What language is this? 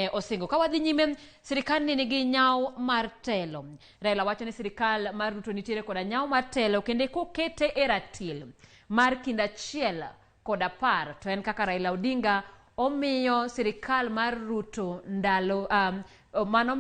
Luo (Kenya and Tanzania)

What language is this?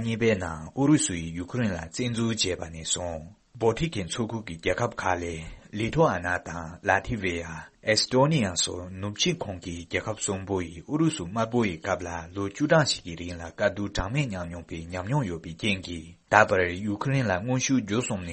Tibetan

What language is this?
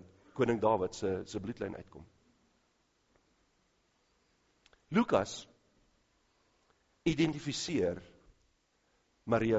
Afrikaans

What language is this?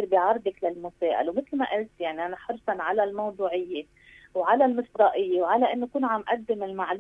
North Levantine Arabic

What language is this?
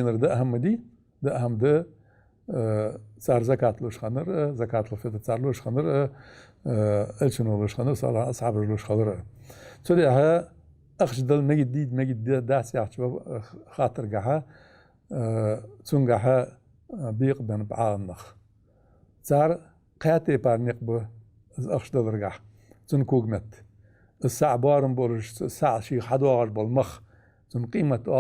Ingush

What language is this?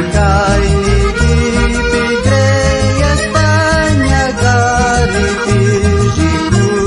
South Bolivian Quechua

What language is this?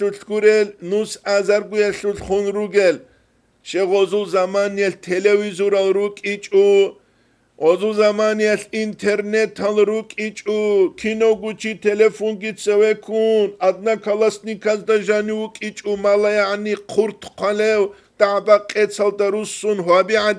Avaric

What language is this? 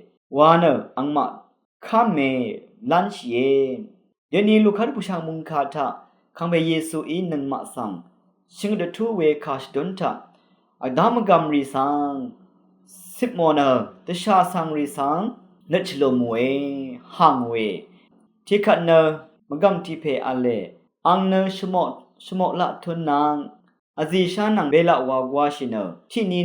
Rawang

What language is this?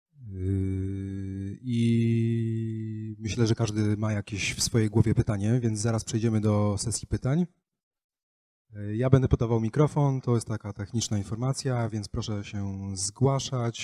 Polish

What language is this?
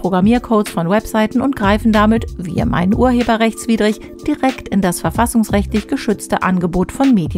German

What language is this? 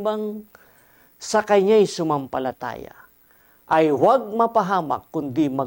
Filipino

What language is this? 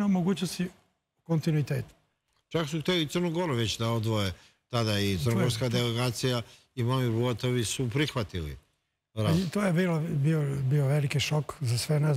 Serbian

